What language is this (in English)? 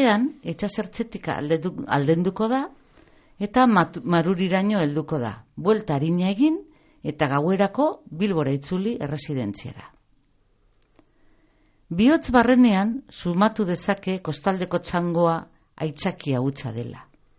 Basque